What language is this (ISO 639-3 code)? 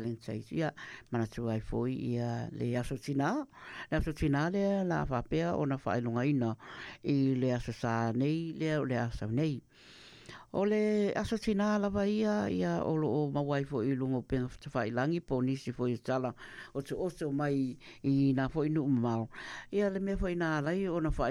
smo